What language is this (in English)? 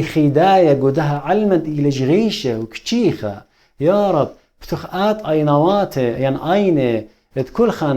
Assyrian Neo-Aramaic